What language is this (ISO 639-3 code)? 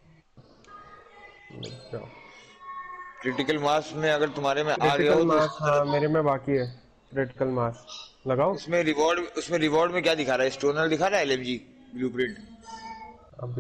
hin